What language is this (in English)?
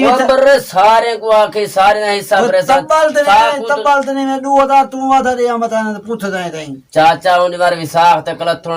Saraiki